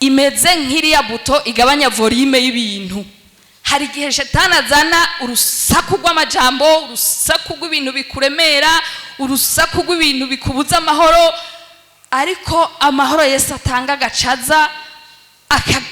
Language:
Rundi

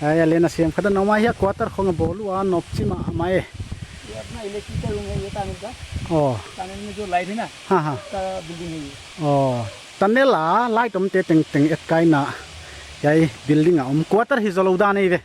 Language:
Paite Chin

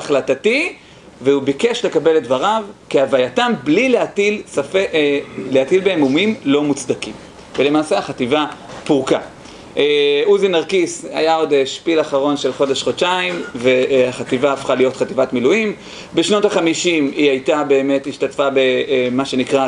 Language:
Hebrew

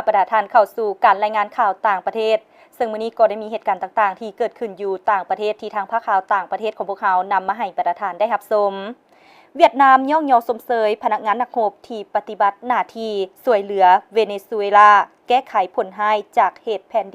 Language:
Lao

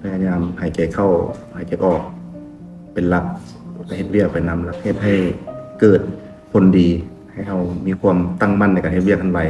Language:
Lao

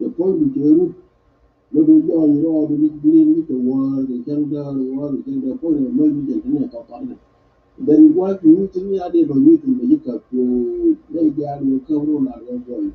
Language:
Nuer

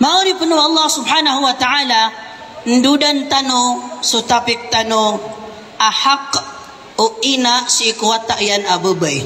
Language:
Maranao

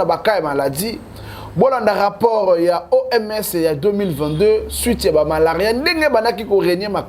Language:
Lingala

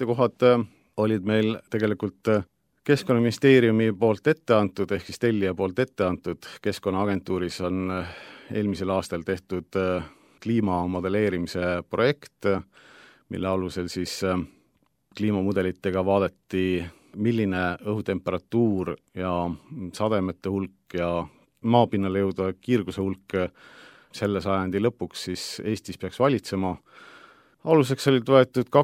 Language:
Estonian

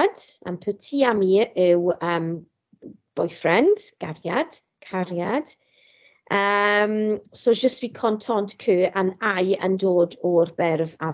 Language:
Welsh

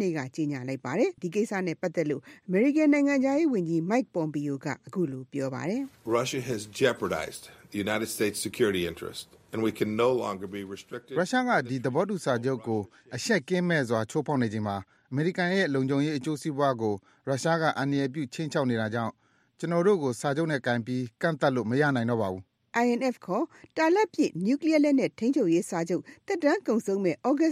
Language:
Burmese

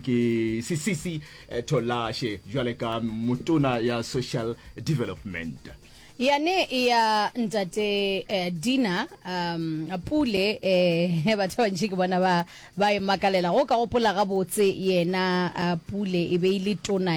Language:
Northern Sotho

